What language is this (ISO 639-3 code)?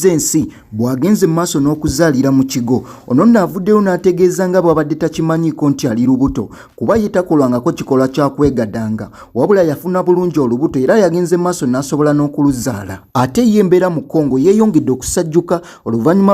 lug